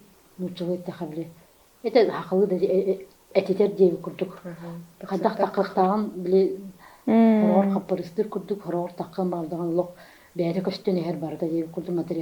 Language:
Yakut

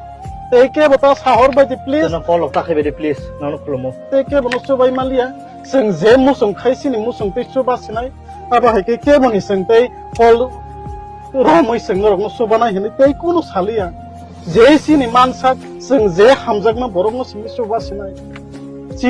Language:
Kok Borok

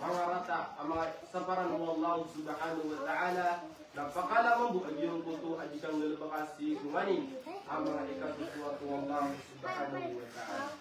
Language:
Maranao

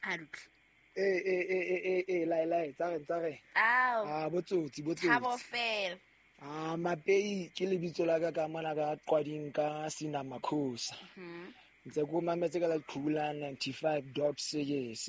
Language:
Southern Sotho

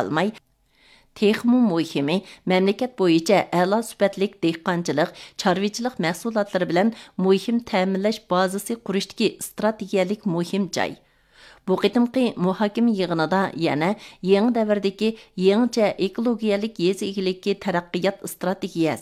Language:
Uyghur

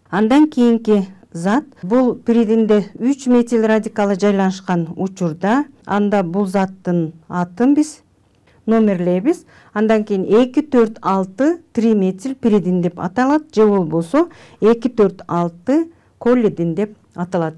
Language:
Kyrgyz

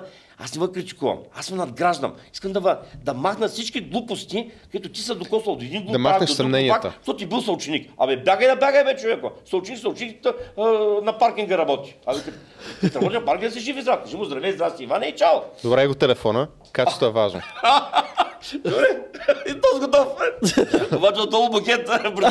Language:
Bulgarian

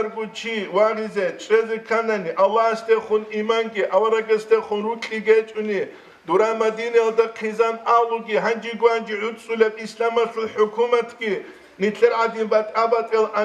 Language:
Avaric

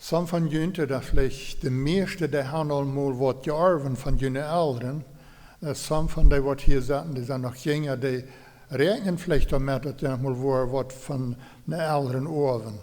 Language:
Plautdietsch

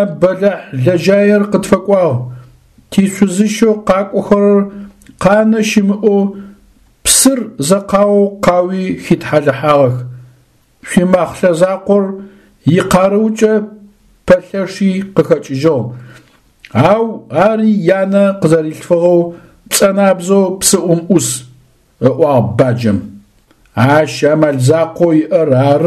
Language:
Adyghe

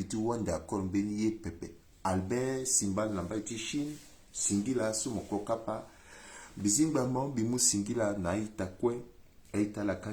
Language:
Sango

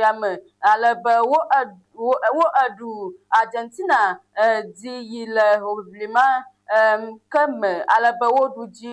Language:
Ewe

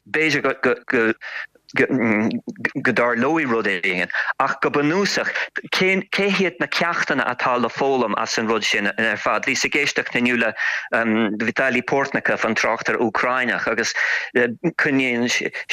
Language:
Irish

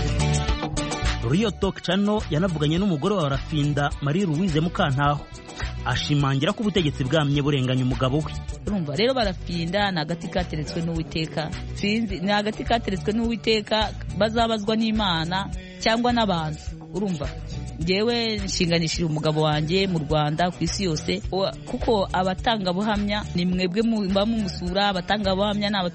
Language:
Kinyarwanda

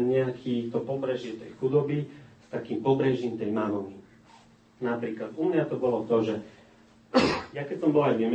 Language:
Slovak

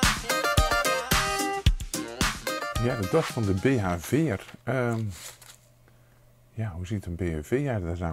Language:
Dutch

